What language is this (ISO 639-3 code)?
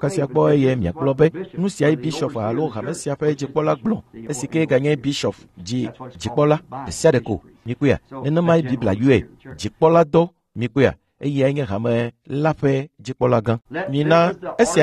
ewe